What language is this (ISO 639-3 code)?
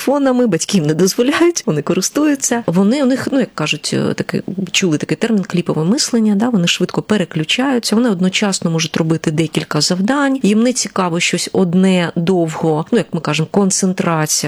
ukr